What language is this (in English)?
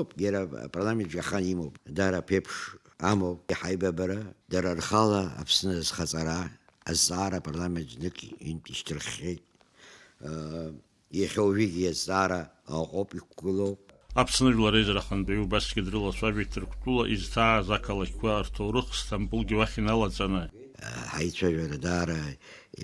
Abkhazian